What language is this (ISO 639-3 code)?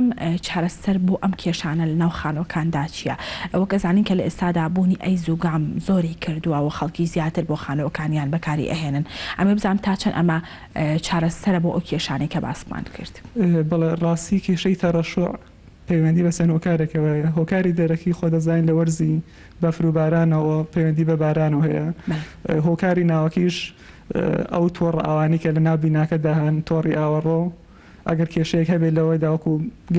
ckb